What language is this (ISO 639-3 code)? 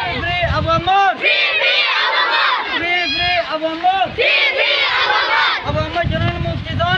rhg